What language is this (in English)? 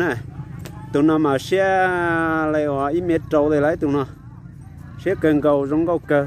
Hmong